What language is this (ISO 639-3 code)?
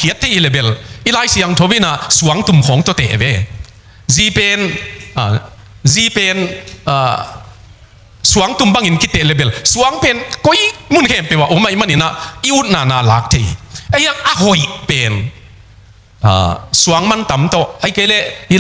ctd